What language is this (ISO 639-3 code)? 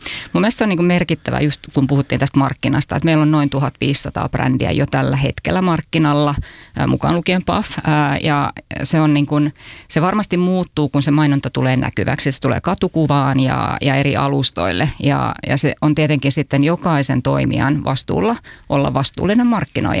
fin